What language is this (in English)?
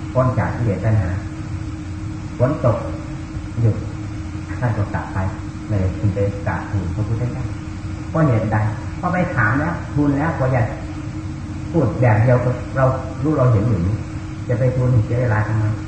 Thai